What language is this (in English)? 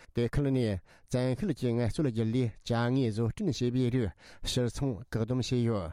Tibetan